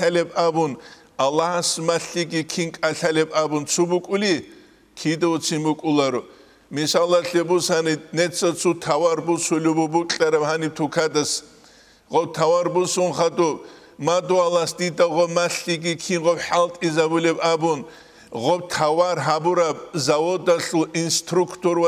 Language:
Avaric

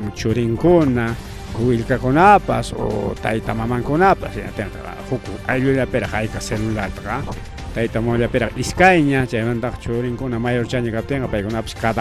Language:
Ayacucho Quechua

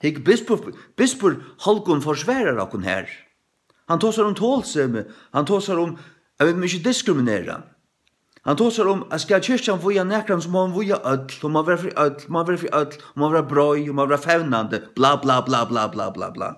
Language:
Faroese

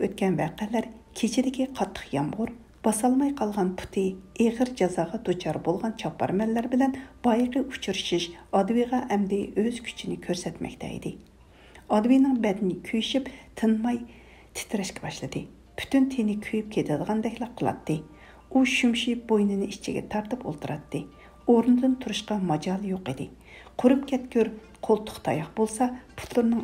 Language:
Uyghur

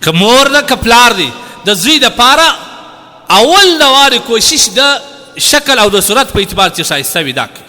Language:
Pashto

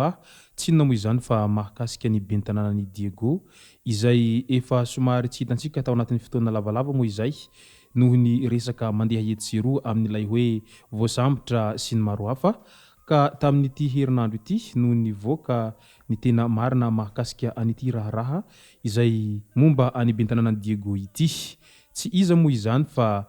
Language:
Malagasy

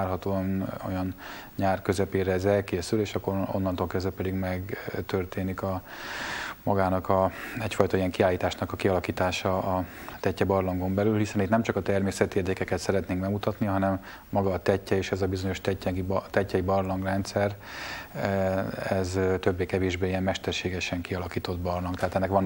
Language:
Hungarian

